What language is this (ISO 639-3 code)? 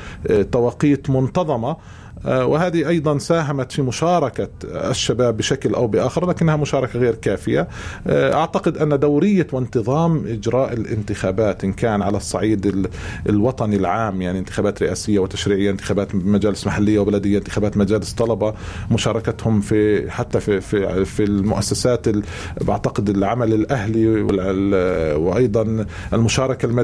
apc